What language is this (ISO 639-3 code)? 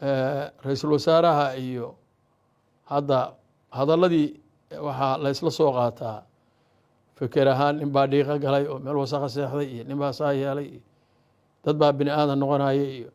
som